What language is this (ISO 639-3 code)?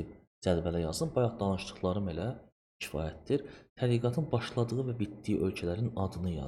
aze